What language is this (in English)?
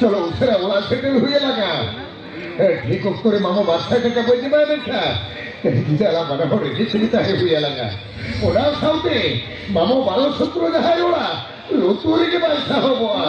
Santali